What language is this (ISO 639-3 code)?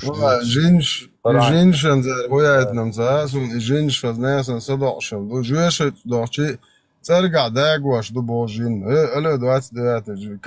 che